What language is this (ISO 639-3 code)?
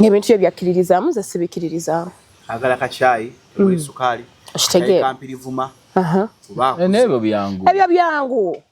lug